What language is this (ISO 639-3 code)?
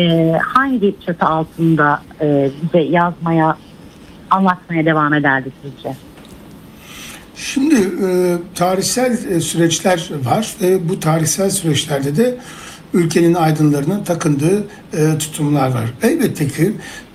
tur